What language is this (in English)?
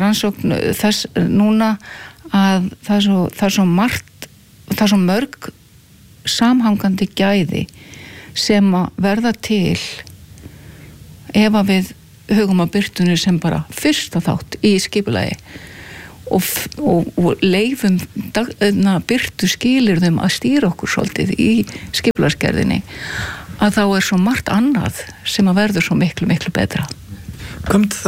Icelandic